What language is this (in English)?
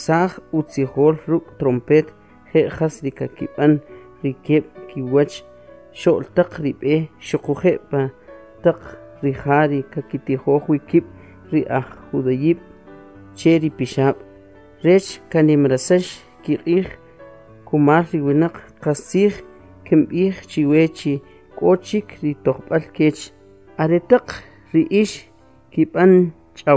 Kʼicheʼ